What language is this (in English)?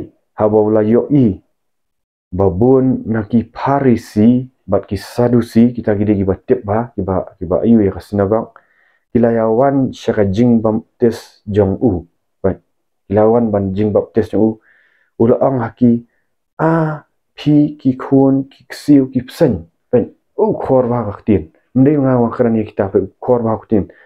Khasi